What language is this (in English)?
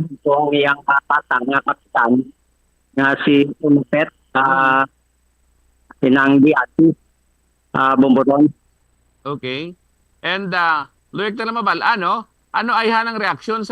Hiligaynon